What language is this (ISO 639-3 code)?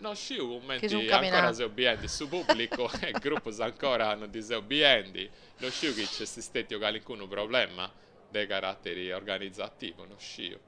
srd